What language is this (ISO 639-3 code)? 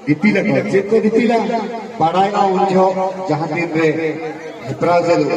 sat